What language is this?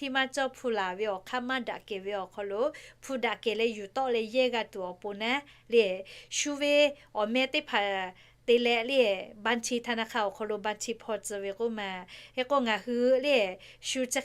Lahu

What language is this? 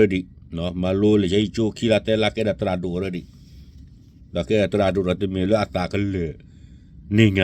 S'gaw Karen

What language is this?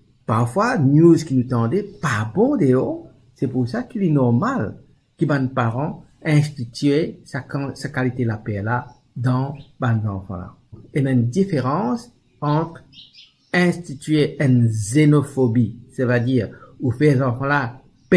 Morisyen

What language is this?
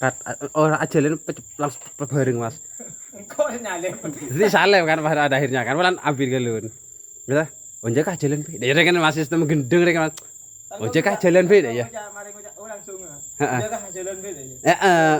Madurese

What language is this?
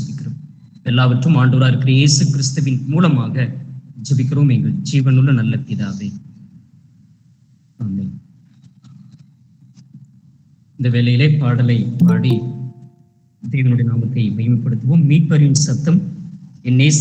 Tamil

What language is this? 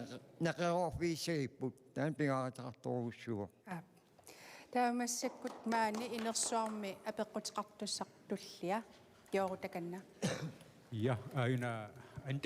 Kalaallisut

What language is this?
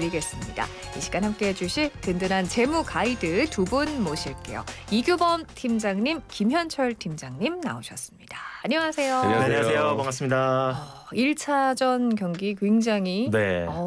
Korean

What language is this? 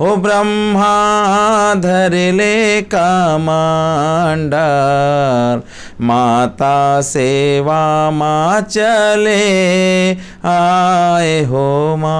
Chhattisgarhi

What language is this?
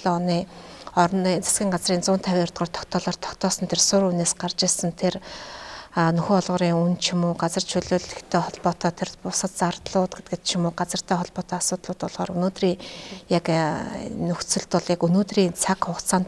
Mongolian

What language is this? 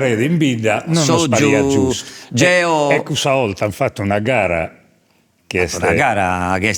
Sardinian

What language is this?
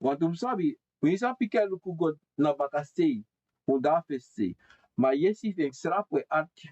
Sranan Tongo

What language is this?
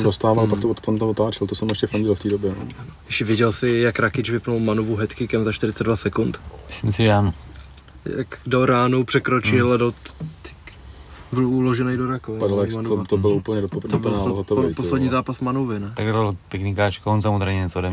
Czech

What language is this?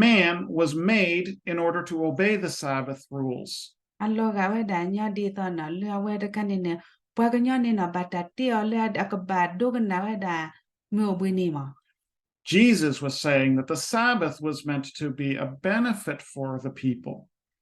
S'gaw Karen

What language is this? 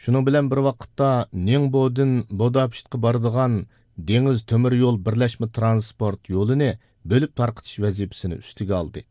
Uyghur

